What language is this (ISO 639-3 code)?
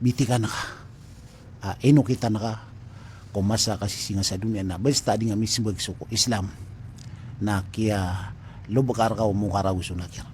mrw